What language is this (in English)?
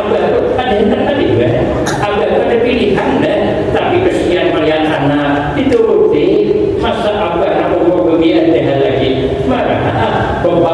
Banjar